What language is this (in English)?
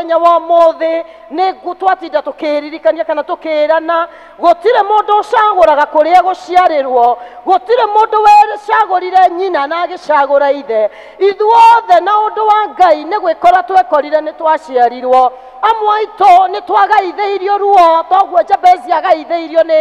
Kikuyu